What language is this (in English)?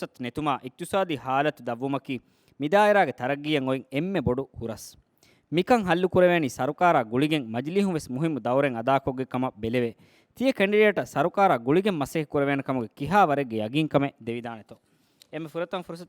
Divehi